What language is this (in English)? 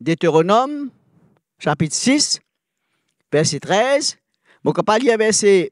Morisyen